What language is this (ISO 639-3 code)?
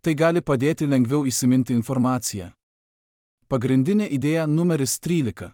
lit